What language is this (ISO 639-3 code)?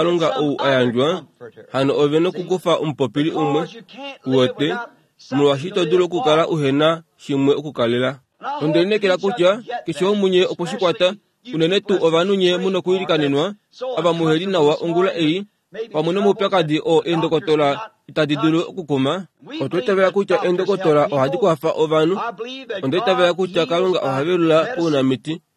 kua